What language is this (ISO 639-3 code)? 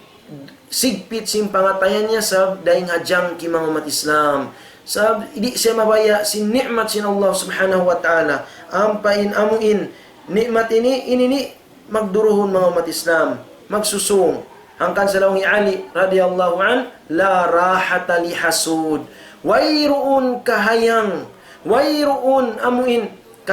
tsg